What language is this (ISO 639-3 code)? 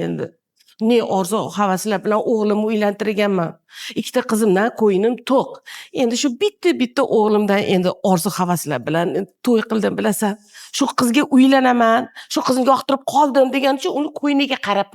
uzb